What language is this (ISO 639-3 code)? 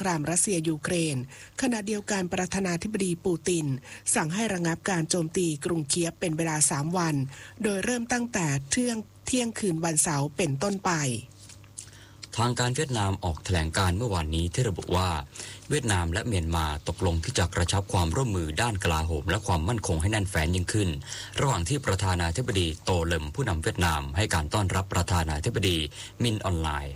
tha